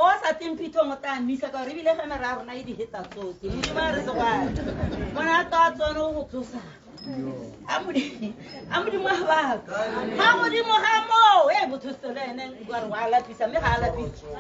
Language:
Tswana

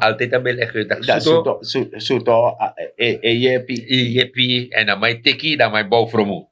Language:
Sranan Tongo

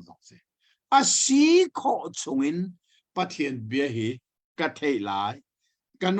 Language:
Hakha Chin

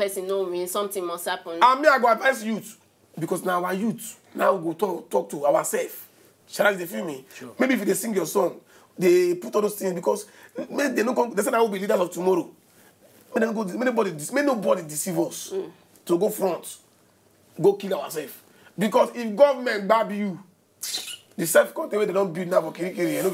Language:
Nigerian Pidgin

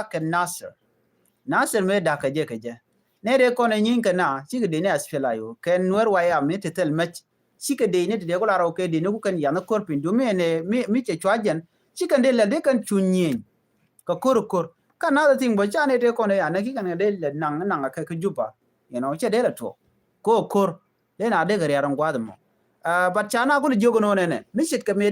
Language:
Nuer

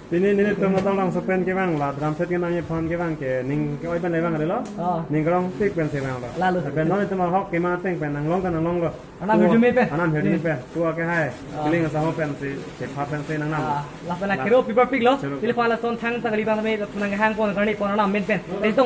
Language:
Karbi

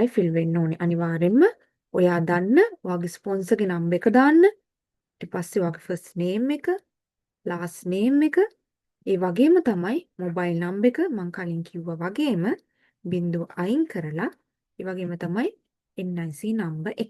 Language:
Sinhala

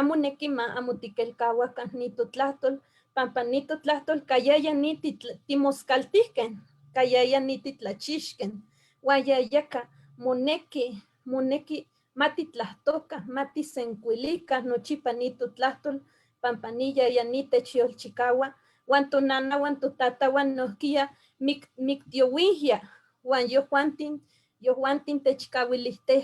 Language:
Eastern Huasteca Nahuatl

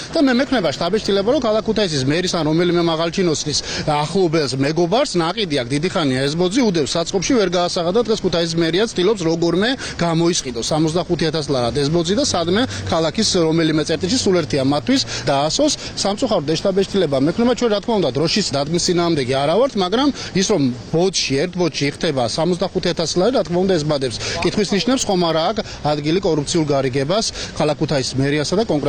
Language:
Georgian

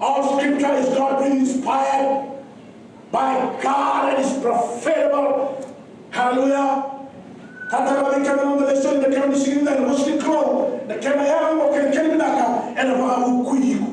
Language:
Fijian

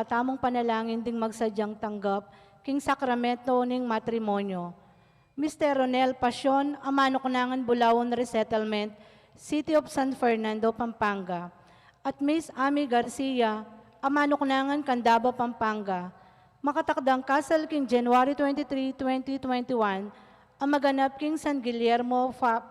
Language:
Pampanga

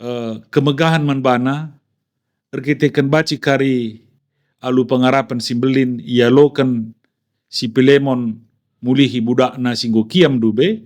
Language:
Batak Karo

